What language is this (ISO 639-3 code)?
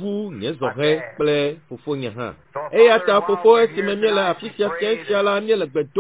ewe